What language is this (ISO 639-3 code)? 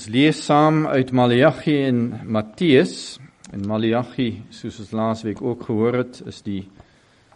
afr